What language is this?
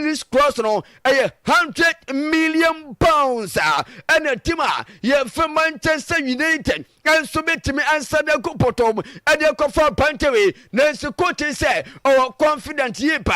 Akan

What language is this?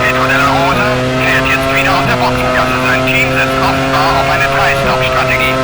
Bavarian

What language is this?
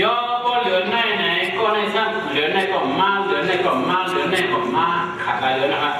Shan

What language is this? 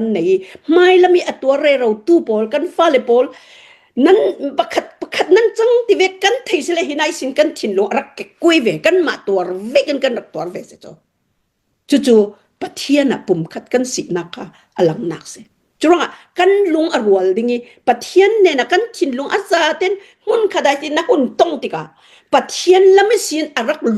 Hakha Chin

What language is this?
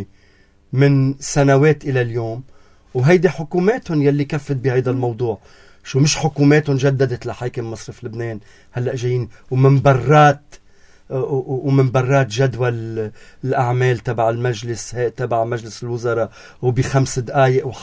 North Levantine Arabic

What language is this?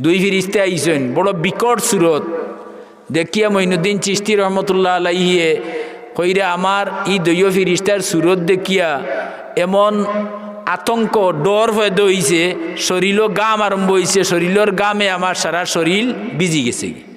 Sylheti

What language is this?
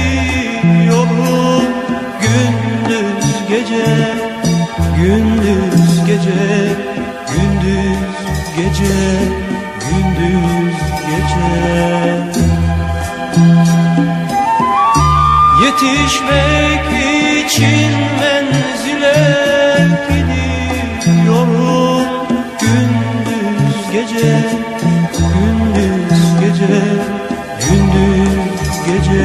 Turkish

